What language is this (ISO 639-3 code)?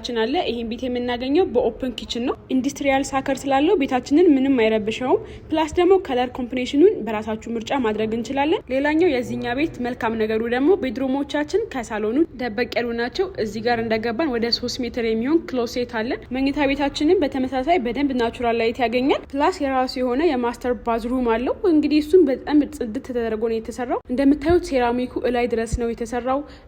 amh